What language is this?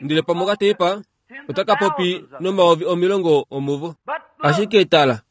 Kuanyama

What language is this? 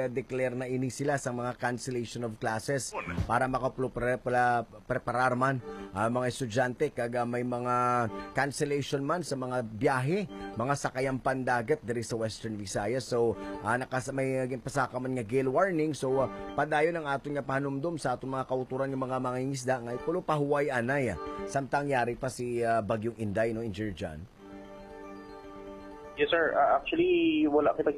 Hiligaynon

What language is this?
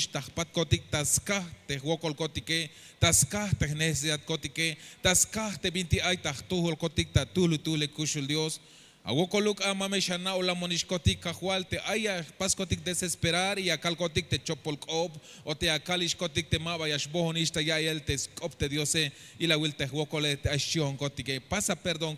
Tzeltal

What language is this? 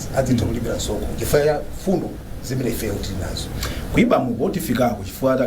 Nyanja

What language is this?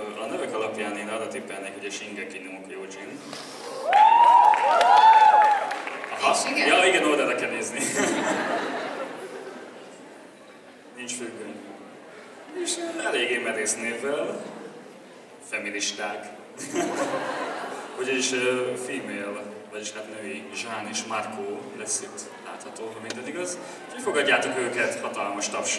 Hungarian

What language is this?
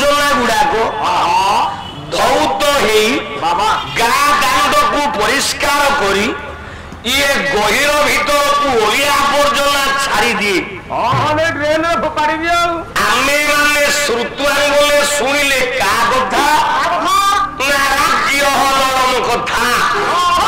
Odia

